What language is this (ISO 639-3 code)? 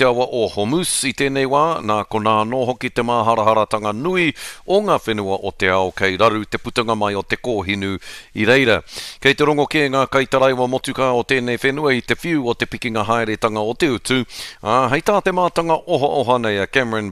mri